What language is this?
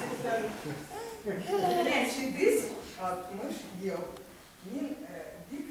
Tatar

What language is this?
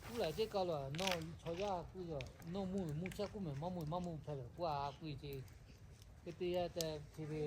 Lahu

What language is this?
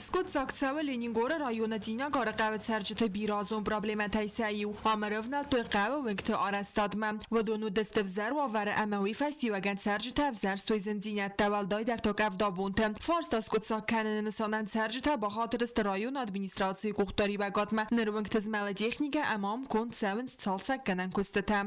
Ossetic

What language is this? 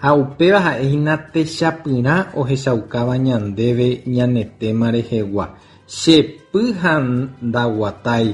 Guarani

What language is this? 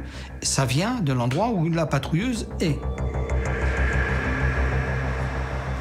French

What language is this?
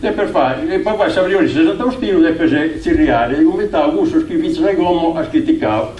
Sardinian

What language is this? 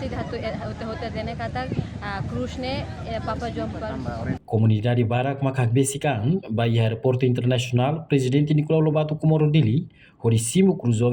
Tetum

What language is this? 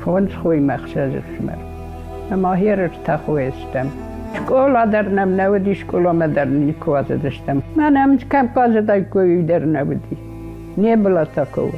Ossetic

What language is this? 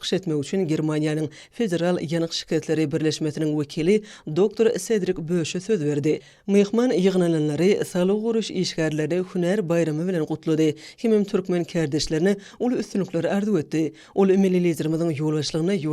Turkmen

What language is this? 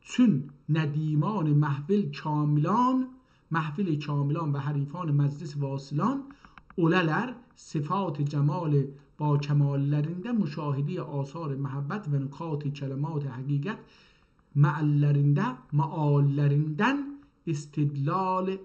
South Azerbaijani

